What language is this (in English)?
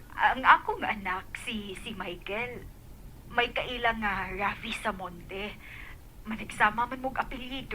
Cebuano